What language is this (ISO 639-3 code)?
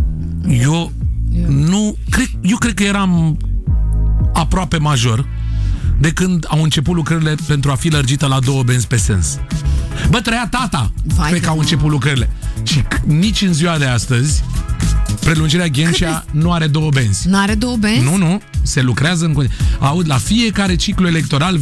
ron